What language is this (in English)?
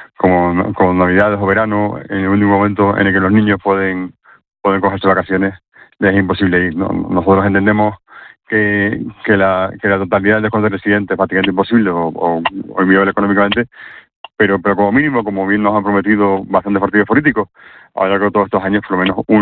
Spanish